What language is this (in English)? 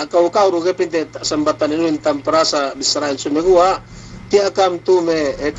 Yakan